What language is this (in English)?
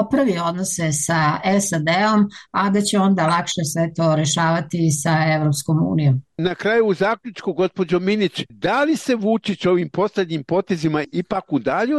Serbian